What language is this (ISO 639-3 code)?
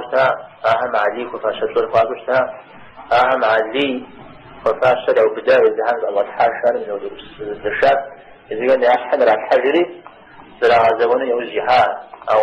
kbd